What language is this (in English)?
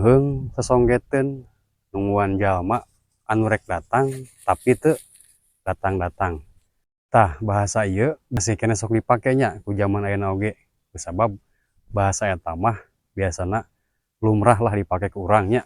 Sundanese